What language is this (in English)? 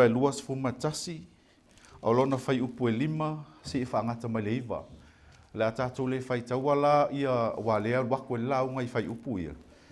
Samoan